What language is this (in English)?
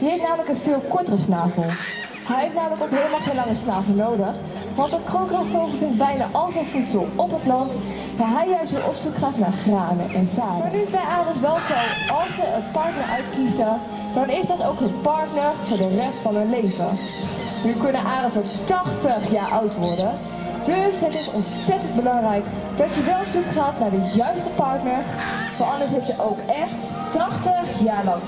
Dutch